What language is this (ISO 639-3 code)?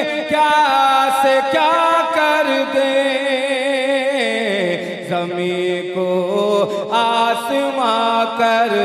hin